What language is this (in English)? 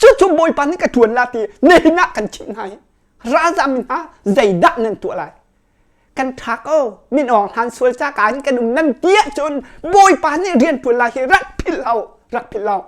Hakha Chin